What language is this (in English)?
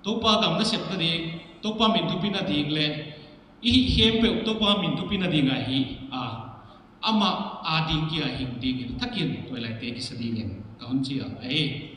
Paite Chin